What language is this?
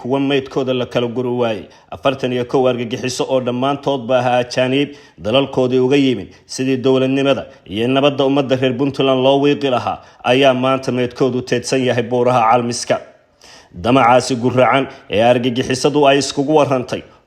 Somali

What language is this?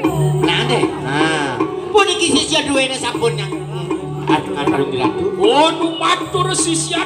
Balinese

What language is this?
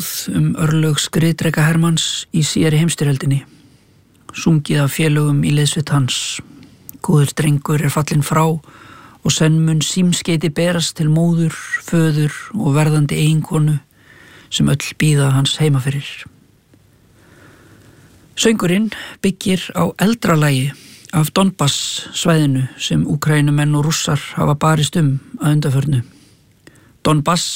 Icelandic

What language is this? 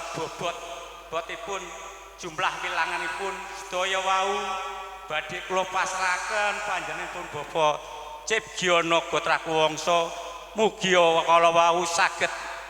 Javanese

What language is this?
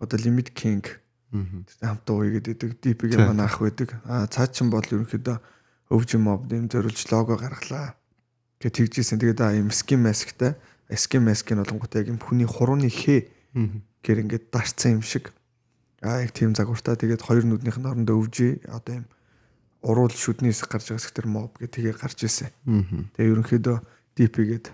Mongolian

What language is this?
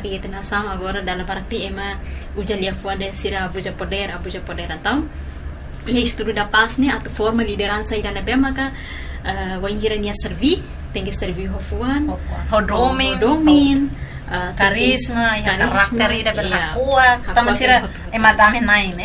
Tetum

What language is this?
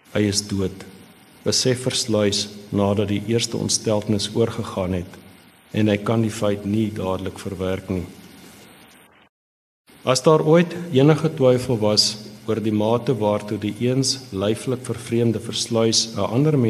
Afrikaans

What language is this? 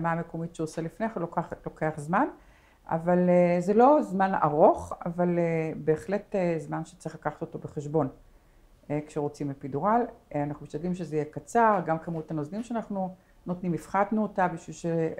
Hebrew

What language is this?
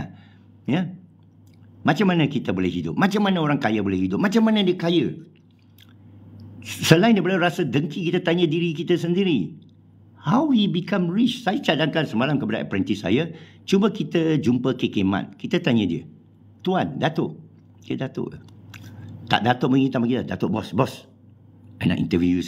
Malay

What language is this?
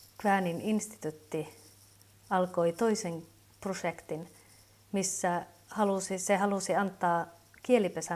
Kven Finnish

